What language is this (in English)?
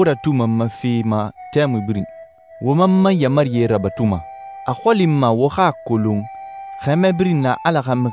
Susu